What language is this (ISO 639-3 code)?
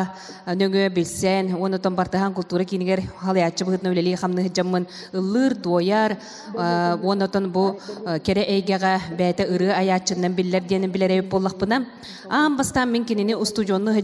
sah